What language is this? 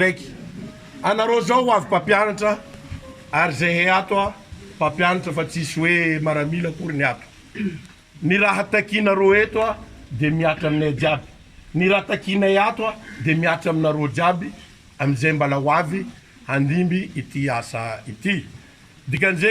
Malagasy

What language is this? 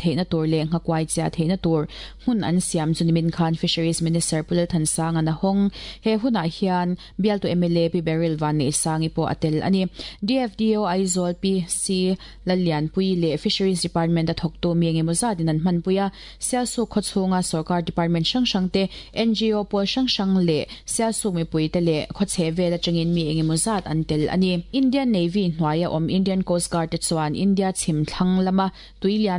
Mizo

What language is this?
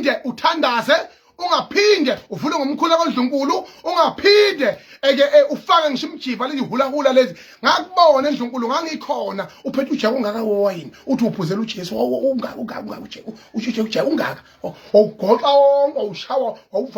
Zulu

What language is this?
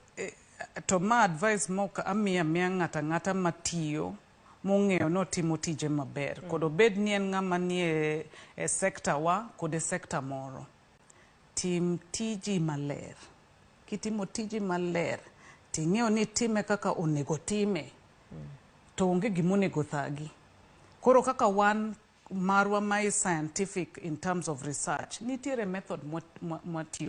Luo (Kenya and Tanzania)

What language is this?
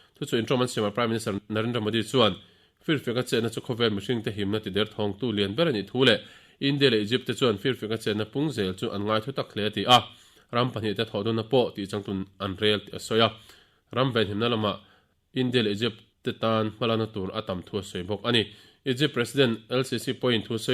Mizo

